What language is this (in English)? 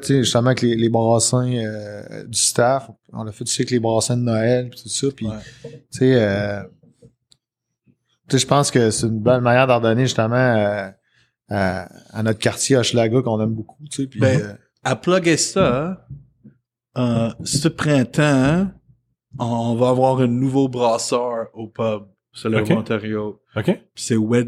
French